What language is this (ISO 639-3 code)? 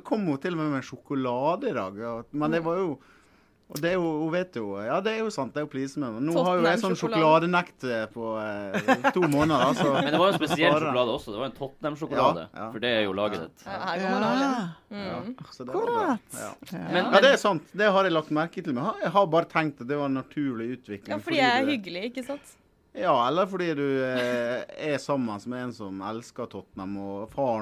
nor